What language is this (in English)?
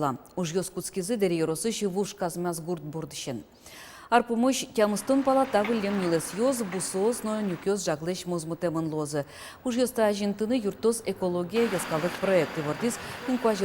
Udmurt